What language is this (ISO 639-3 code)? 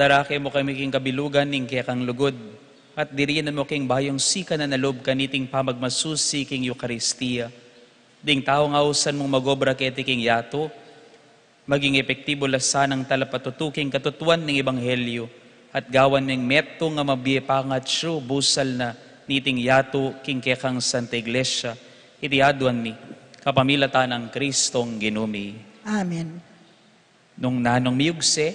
pam